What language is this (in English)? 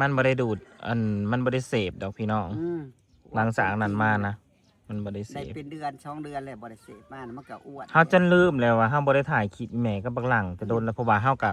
Northeastern Thai